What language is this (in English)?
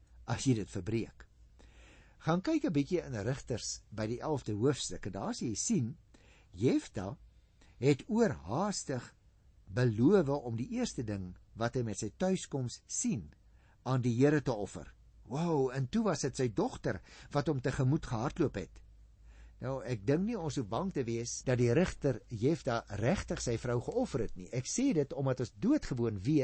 Afrikaans